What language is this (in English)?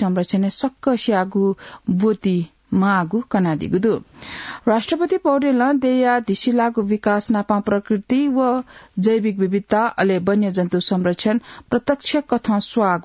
Newari